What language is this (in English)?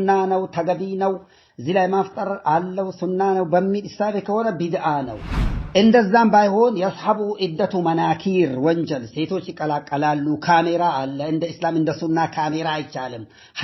Amharic